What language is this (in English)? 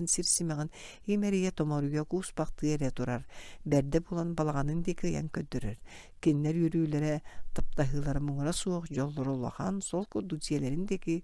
Yakut